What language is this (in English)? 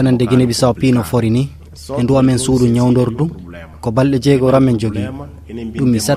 Fula